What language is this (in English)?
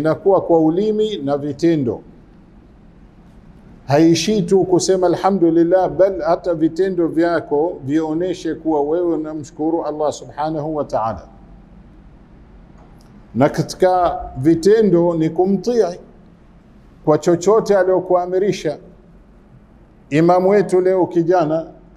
Swahili